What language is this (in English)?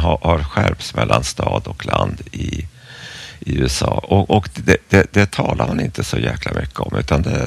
Swedish